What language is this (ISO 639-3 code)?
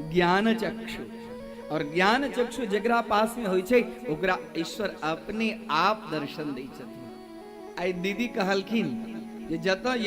mai